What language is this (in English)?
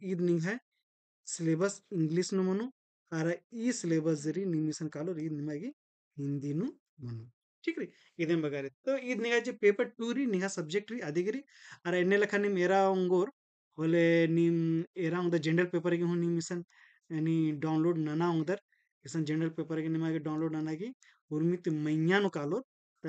Kurukh